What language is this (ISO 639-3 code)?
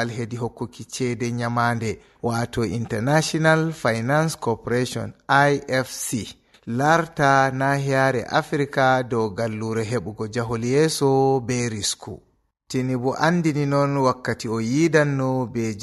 ful